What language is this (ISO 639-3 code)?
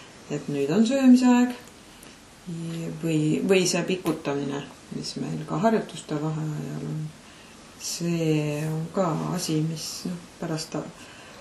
est